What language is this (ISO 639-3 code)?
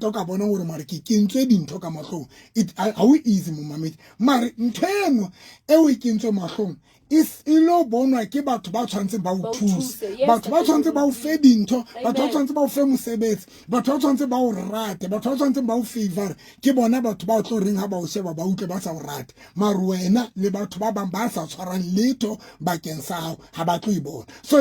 sot